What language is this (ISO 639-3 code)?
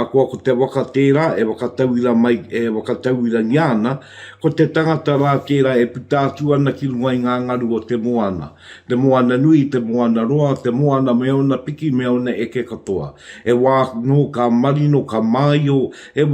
mri